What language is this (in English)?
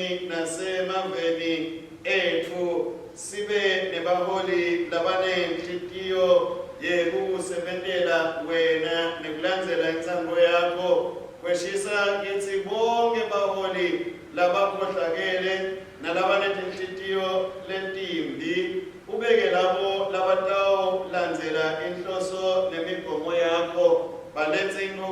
Swati